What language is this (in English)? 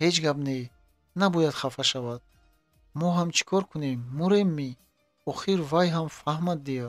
Tajik